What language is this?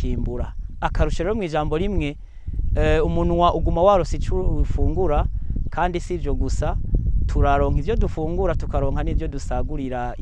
Rundi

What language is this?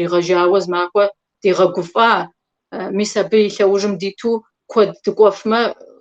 Kabardian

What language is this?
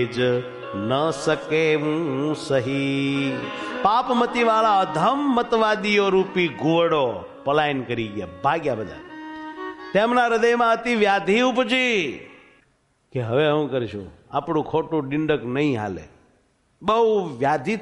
Gujarati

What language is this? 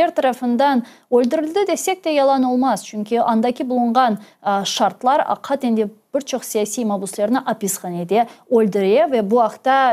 Crimean Tatar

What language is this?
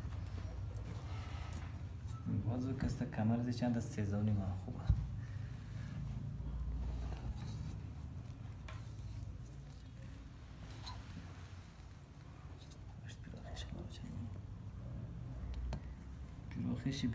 Persian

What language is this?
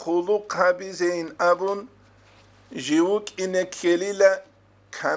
Avaric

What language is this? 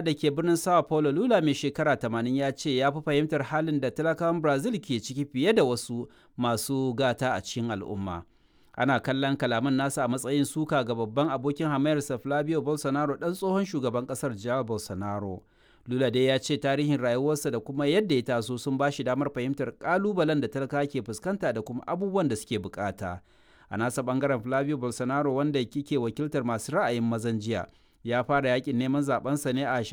Hausa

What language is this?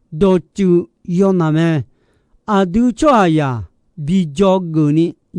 Akha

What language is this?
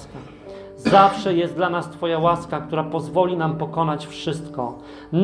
Polish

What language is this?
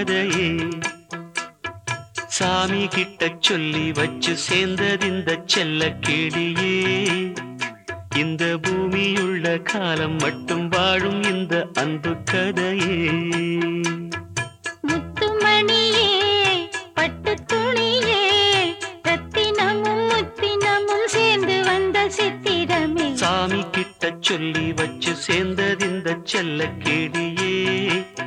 Tamil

